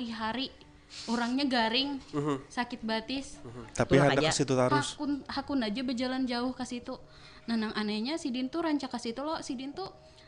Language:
Banjar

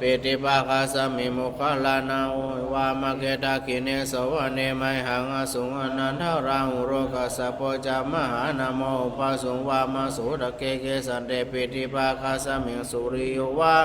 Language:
Pali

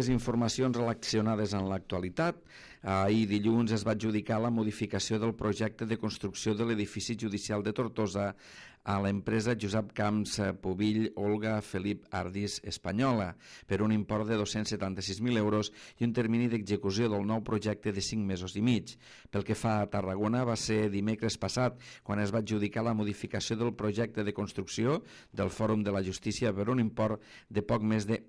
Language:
Catalan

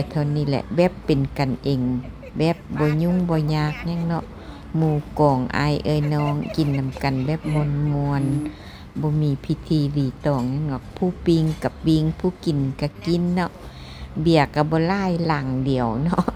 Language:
Lao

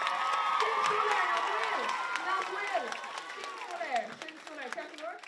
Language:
Irish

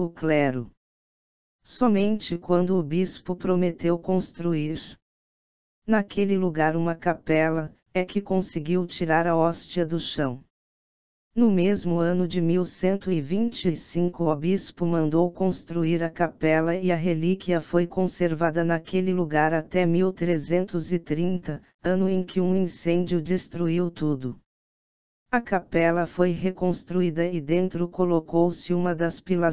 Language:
Portuguese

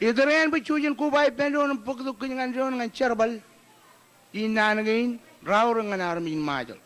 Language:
Marshallese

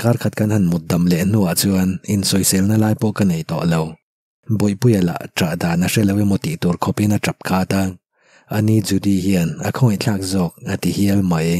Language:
Mizo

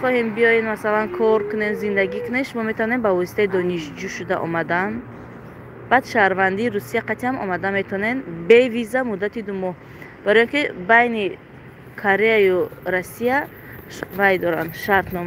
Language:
Tajik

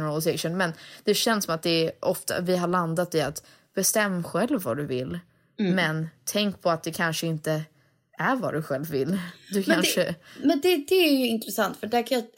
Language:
Swedish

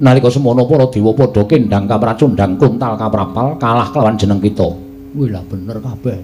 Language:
Javanese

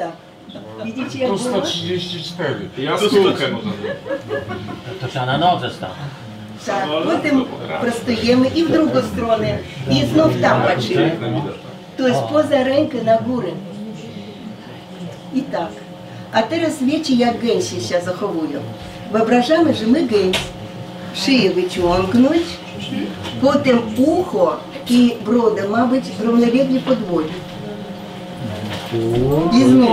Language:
Polish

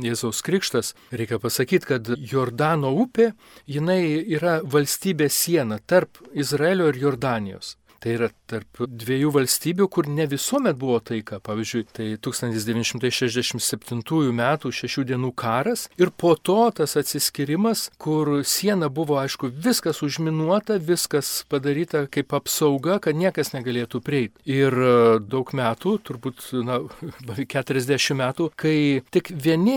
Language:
Lithuanian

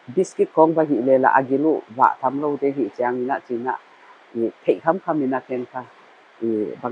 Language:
Paite Chin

